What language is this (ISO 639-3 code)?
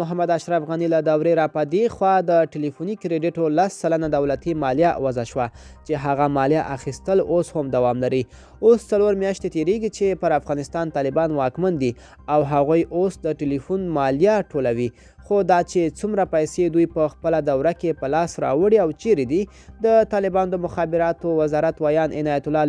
pus